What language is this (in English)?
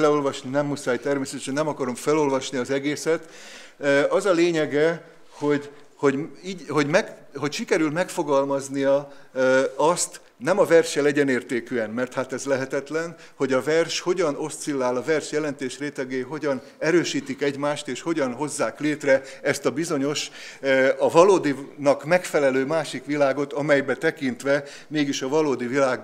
Hungarian